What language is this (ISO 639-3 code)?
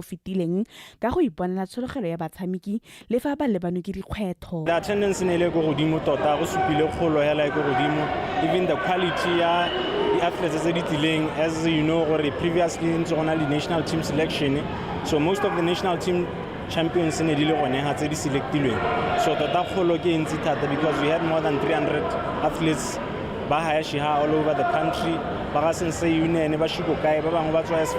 tsn